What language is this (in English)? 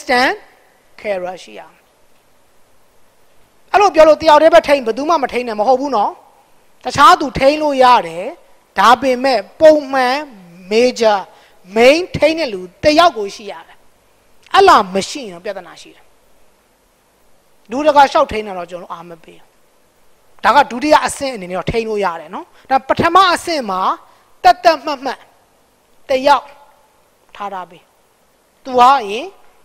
Burmese